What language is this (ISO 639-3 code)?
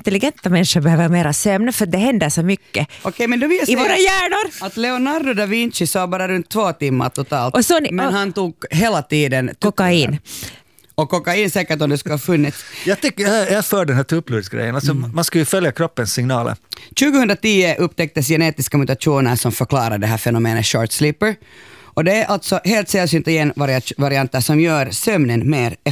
swe